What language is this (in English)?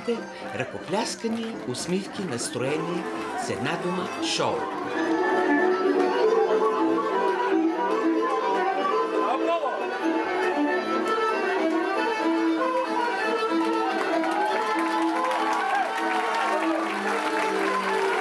Bulgarian